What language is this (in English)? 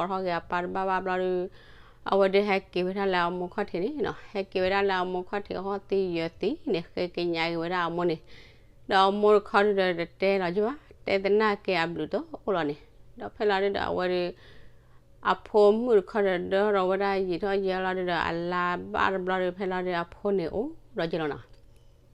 S'gaw Karen